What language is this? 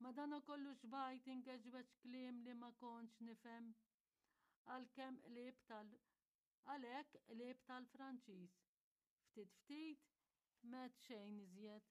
Maltese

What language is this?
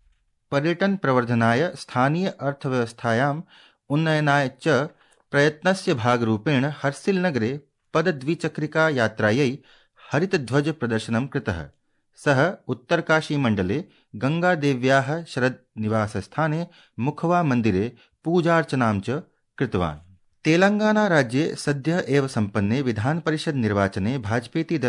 Sanskrit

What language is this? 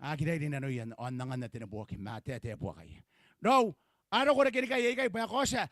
Gilbertese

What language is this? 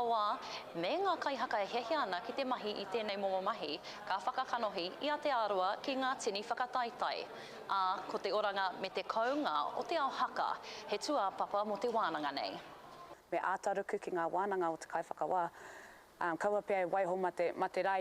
Māori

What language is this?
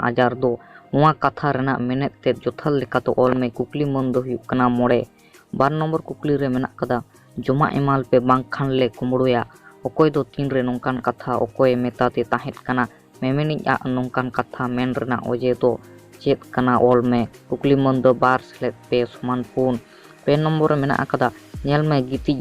Santali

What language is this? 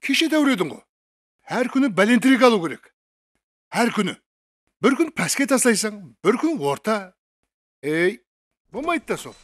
Kara-Kalpak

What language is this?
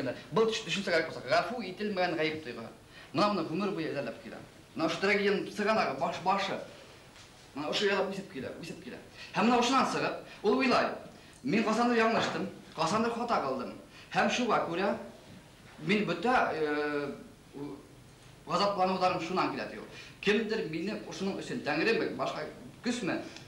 Bashkir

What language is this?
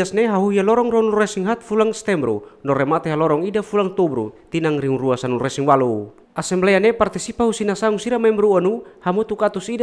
Tetum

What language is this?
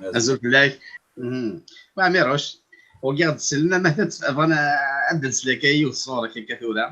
Kabyle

